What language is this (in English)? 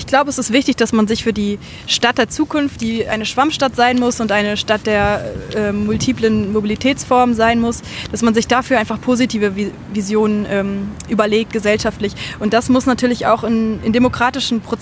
German